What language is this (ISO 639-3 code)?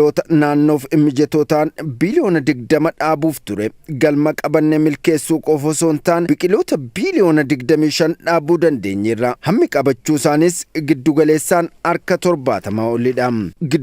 orm